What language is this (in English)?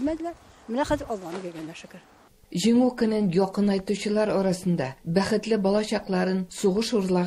Tatar